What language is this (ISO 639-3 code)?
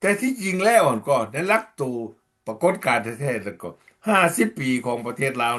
lao